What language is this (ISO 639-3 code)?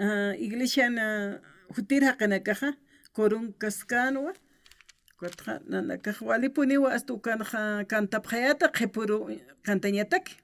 aym